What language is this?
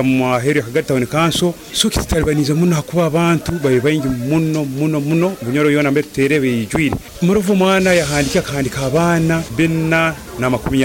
Nyoro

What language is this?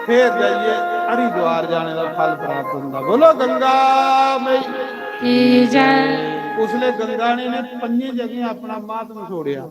Dogri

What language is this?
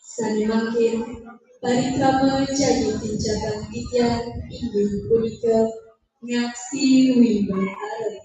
Balinese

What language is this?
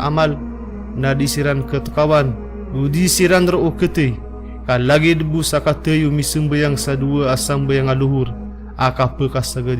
Maranao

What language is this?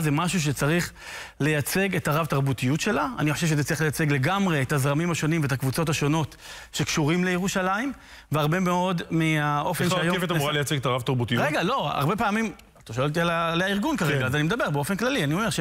Hebrew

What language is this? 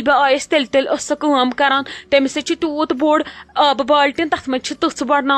Kashmiri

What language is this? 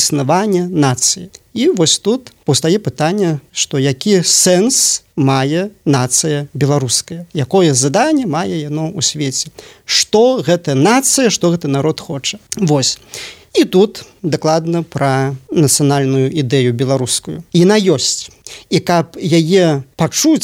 Belarusian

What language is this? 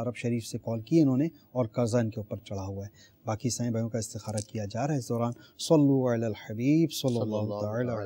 Urdu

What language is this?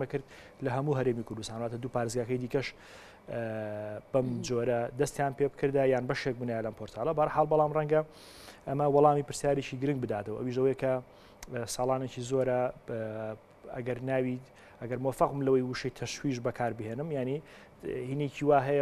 Central Kurdish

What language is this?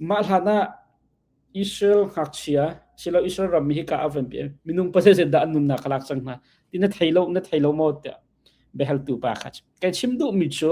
Hakha Chin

